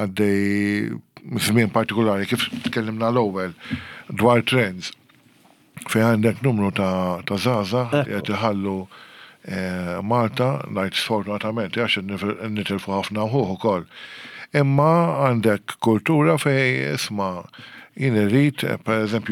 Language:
Maltese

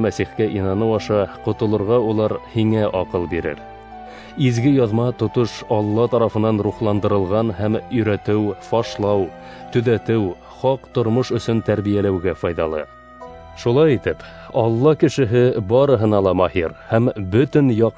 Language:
Bashkir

